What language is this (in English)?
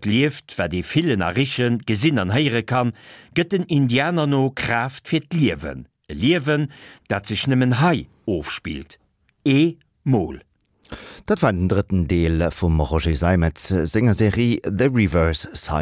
Luxembourgish